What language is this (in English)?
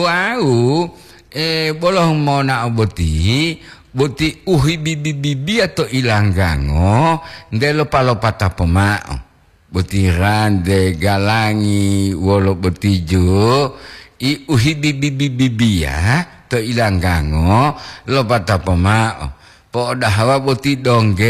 Gorontalo